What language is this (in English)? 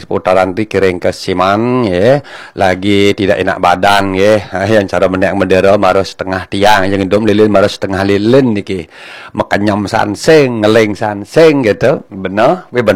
Balinese